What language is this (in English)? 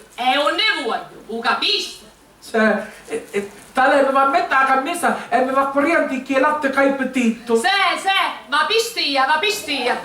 Sicilian